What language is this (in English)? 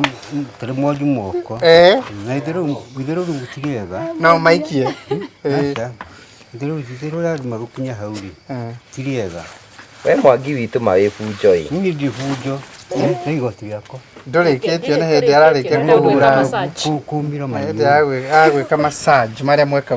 Kikuyu